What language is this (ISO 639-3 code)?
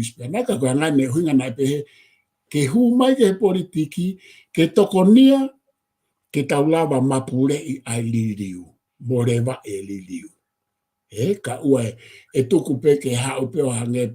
ton